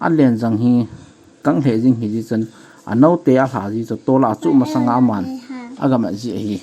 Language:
Thado Chin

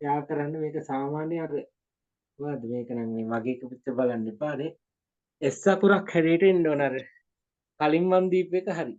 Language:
Sinhala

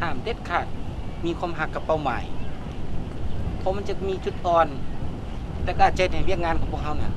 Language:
Lao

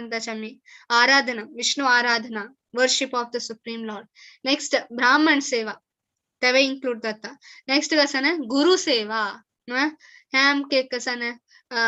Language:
Konkani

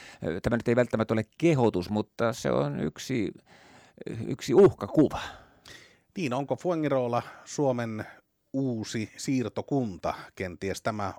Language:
Finnish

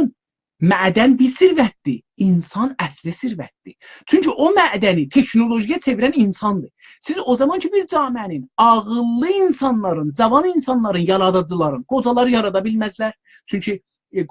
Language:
South Azerbaijani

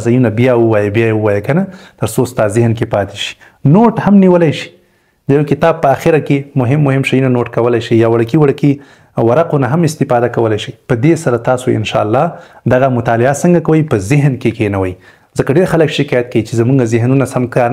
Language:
Pashto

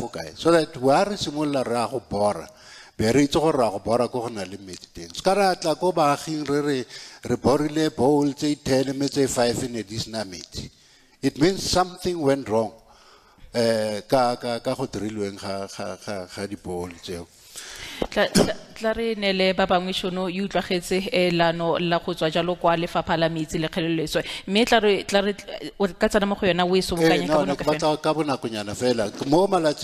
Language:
Tswana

